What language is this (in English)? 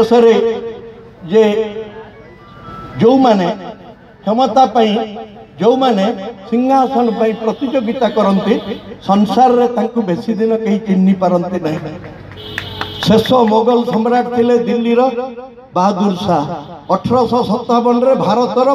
Odia